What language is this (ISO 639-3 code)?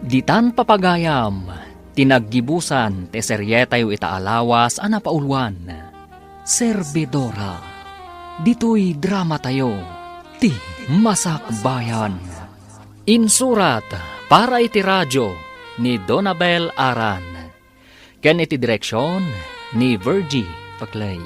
ilo